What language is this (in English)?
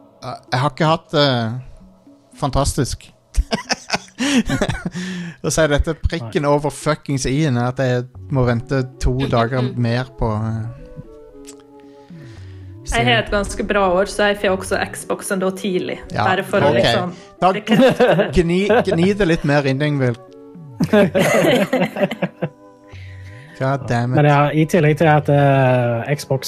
Norwegian